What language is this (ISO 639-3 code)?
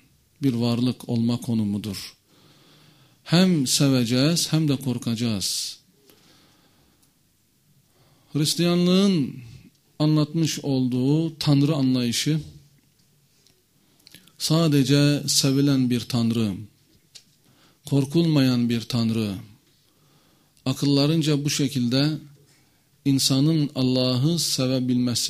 tur